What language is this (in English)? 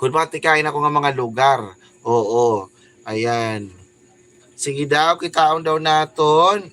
Waray